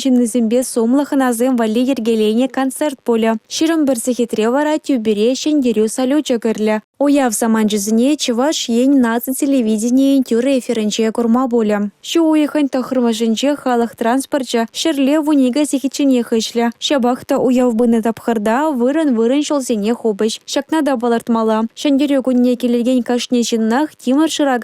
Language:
Chuvash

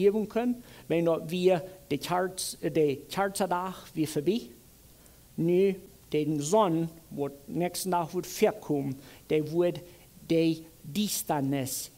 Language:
Plautdietsch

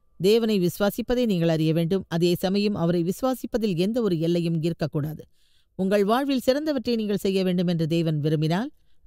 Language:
Tamil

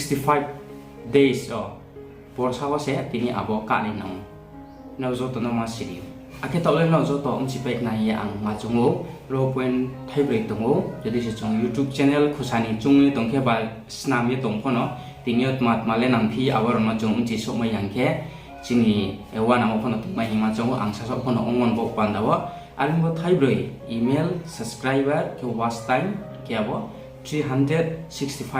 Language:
Riang (India)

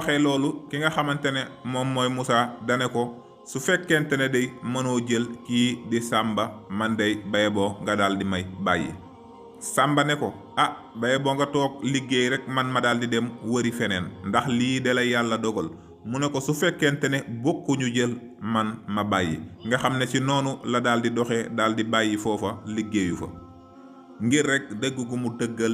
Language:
Wolof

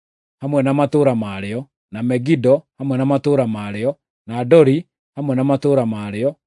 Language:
Kikuyu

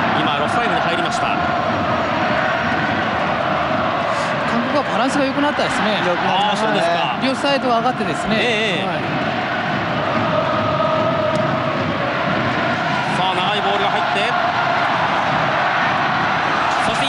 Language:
Japanese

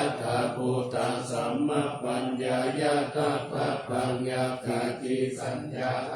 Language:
Pali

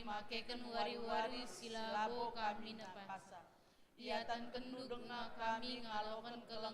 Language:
Batak Karo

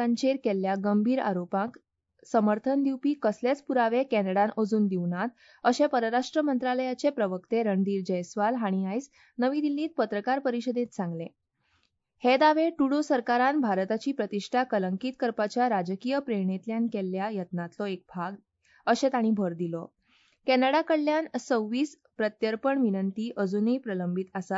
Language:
Konkani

